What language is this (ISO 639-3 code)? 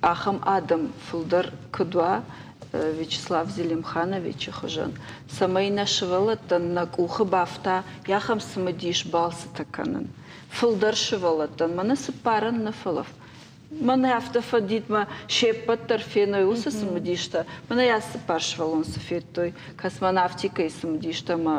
oss